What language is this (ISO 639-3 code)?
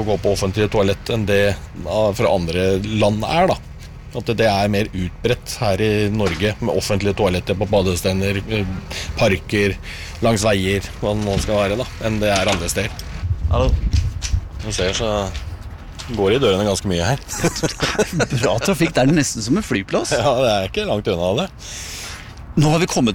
nor